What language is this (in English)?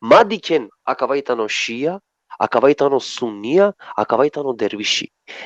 Balkan Romani